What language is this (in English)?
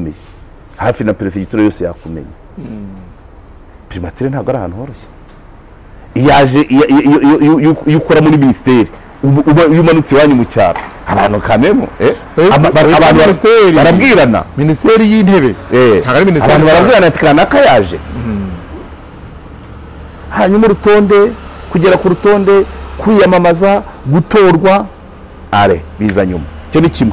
Kinyarwanda